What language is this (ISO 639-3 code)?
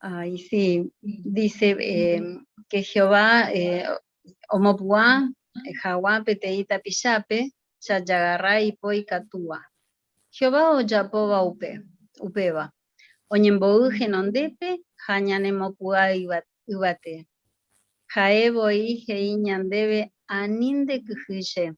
grn